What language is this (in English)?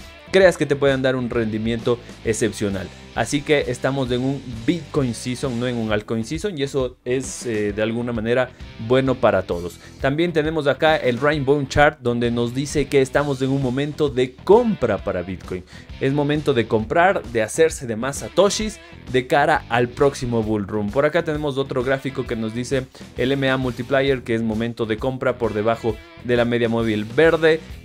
Spanish